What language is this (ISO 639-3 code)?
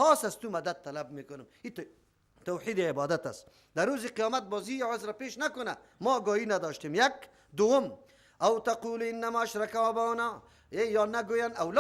fas